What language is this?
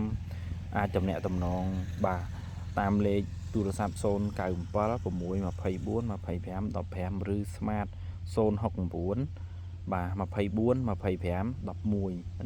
Khmer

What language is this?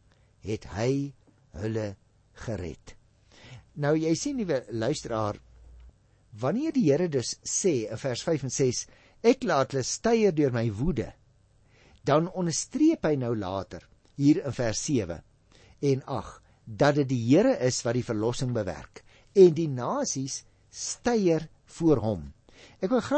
Afrikaans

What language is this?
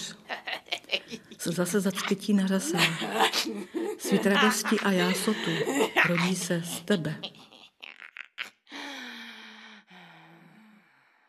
Czech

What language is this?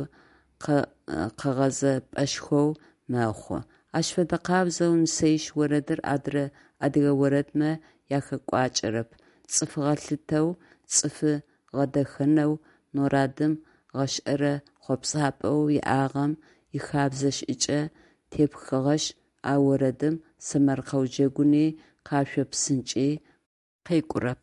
Adyghe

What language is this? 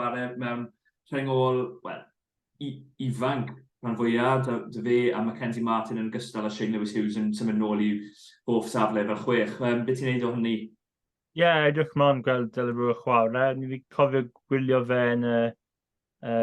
Welsh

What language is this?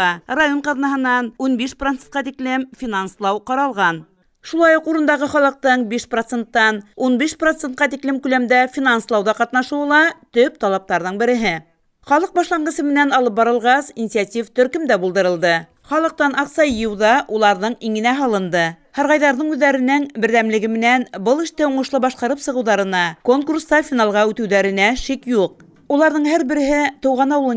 Bashkir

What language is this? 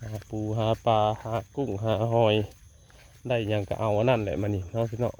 Northeastern Thai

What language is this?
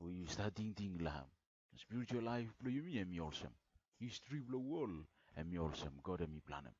Bislama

